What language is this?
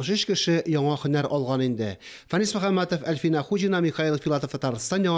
Tatar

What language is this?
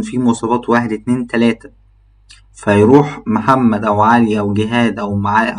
Egyptian Arabic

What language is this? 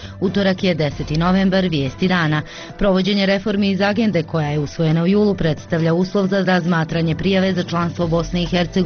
Bosnian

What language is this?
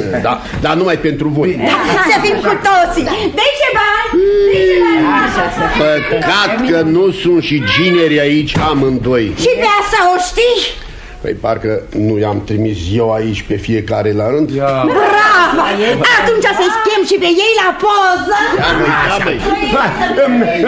Romanian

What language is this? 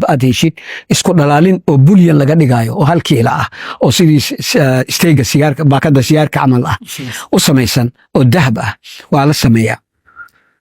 Somali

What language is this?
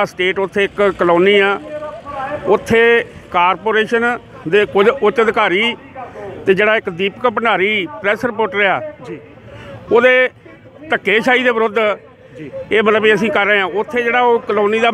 Punjabi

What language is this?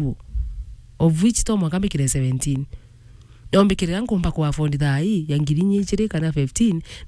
Meru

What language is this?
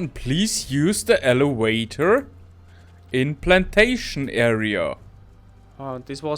Bavarian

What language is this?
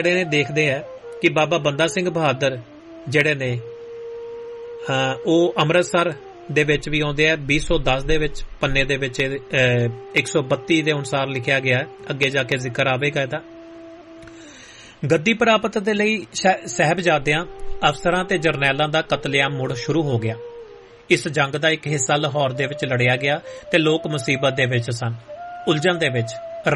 Punjabi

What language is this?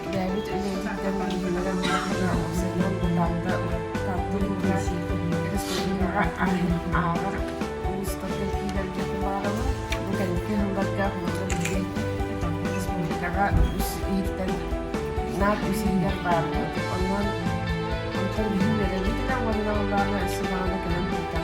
Yakut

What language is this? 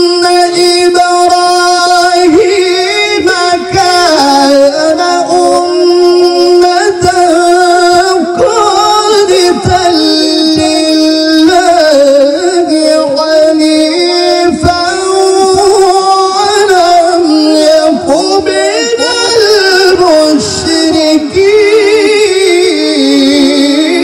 Arabic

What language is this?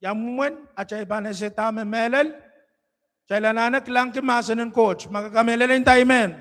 Pohnpeian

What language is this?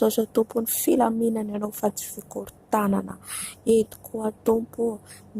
Malagasy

